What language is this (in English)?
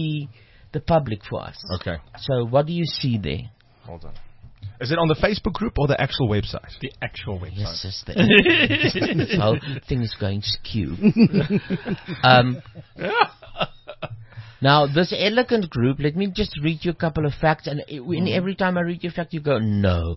Afrikaans